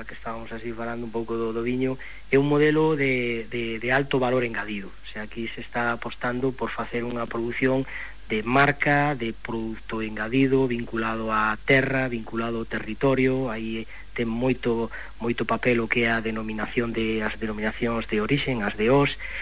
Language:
Galician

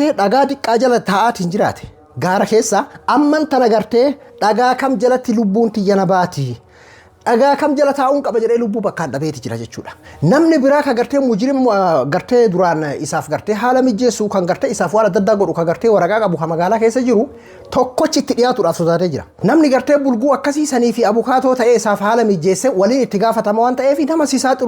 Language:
Oromo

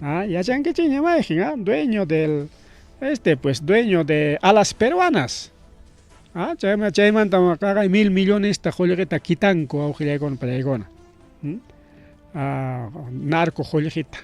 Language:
Ayacucho Quechua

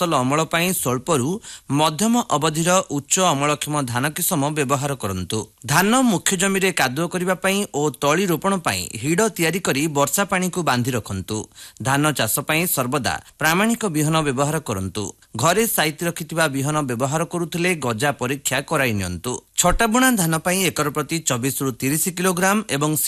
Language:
Odia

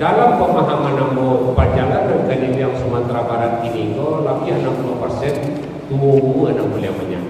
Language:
Minangkabau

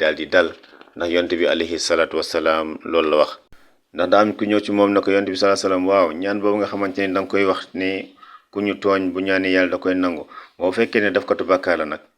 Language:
Wolof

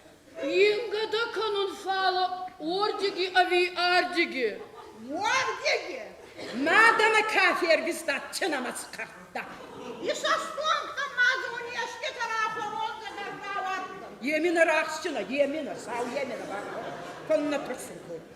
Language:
Ossetic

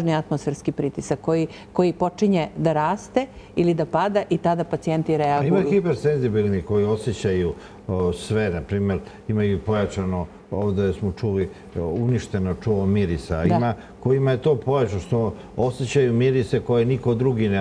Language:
Serbian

